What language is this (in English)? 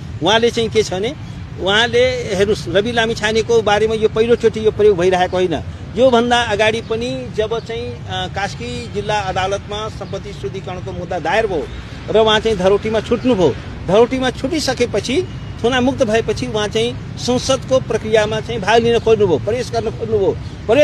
Nepali